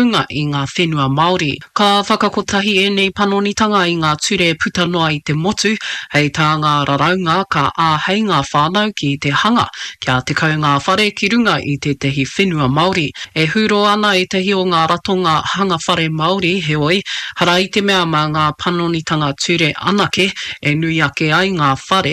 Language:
Māori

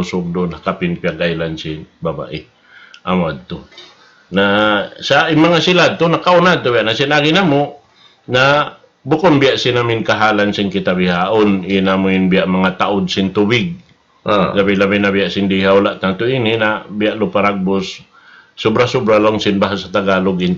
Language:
Tausug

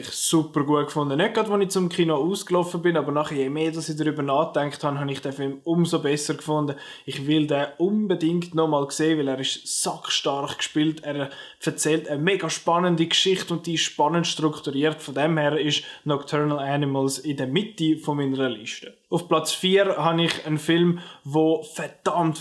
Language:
Swiss German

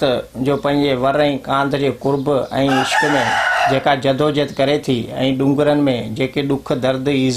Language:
Sindhi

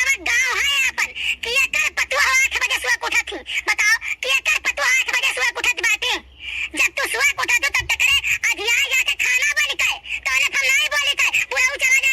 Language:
Awadhi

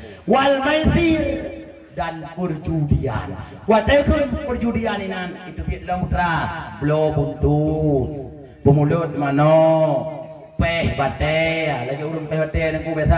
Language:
Achinese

